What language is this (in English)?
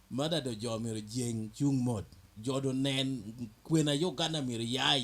Lango (Uganda)